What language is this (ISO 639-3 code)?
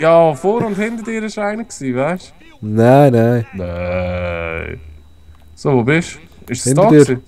gsw